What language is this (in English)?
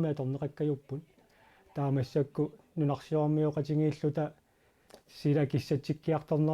Kalaallisut